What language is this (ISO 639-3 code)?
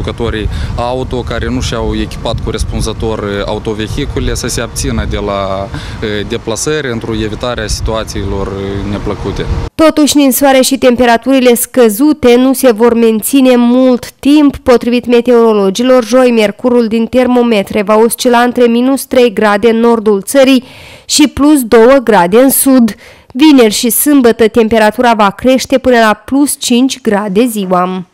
ron